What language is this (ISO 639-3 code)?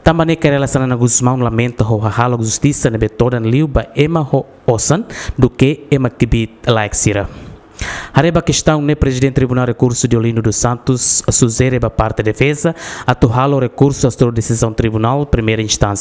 tet